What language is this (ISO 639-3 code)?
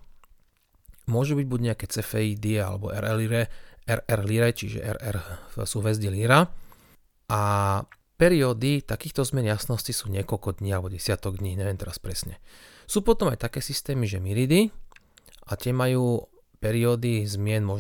slk